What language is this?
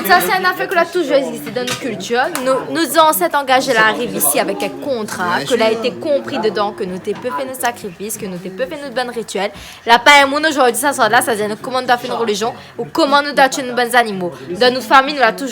Réunion Creole French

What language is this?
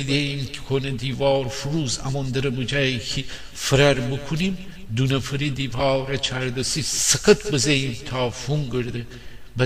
Gilaki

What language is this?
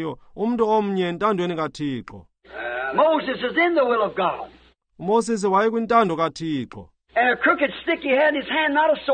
Xhosa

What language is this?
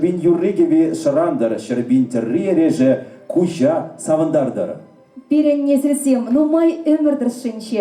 Chuvash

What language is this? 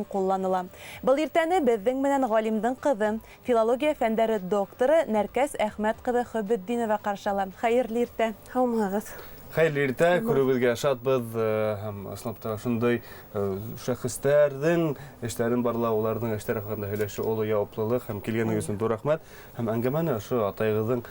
Bashkir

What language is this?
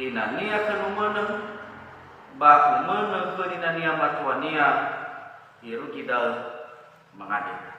Nias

